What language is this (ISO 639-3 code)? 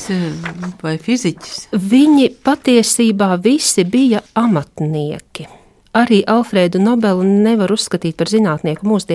lav